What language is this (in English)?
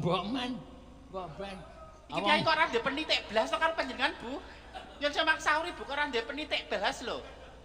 Javanese